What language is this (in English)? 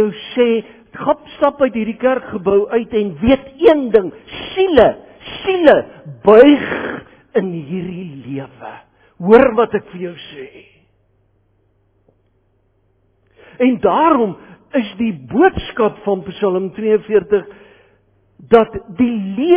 Afrikaans